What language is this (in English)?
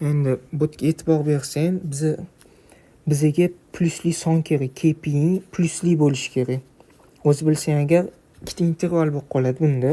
Uzbek